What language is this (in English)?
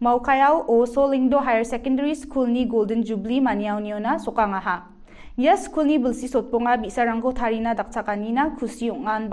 Garo